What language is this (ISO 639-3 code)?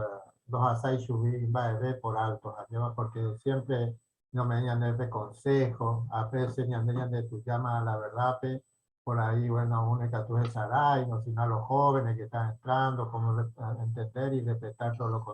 grn